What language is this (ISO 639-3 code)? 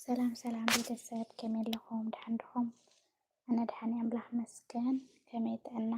tir